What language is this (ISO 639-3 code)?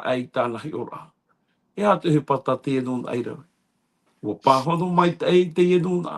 tah